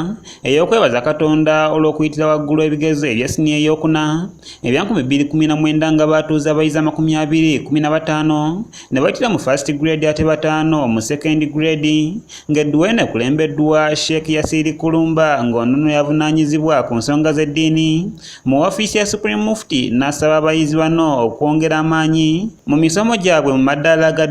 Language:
Ganda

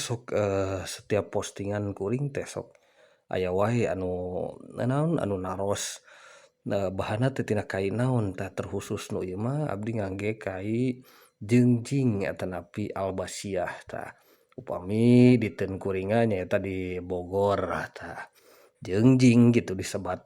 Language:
Sundanese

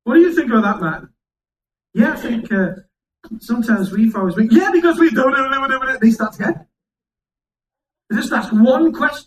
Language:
English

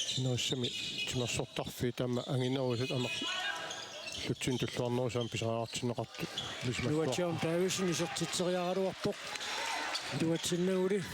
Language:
Kalaallisut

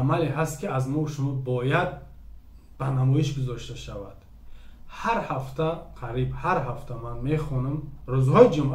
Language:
Tajik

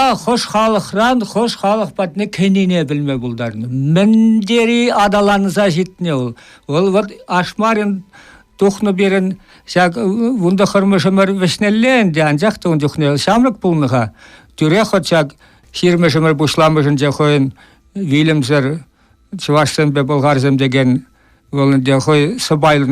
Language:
Chuvash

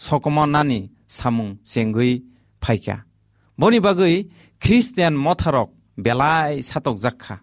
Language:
Kok Borok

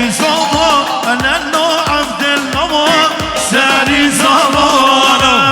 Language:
Kurdish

